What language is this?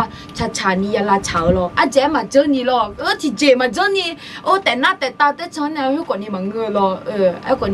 Akha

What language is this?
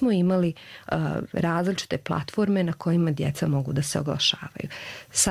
Croatian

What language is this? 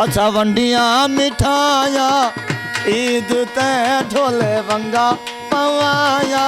Saraiki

